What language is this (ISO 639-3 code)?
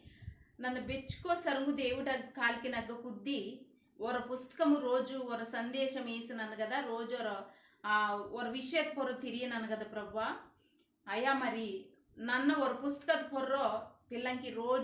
kff